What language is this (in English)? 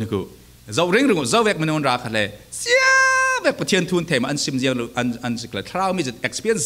Falam Chin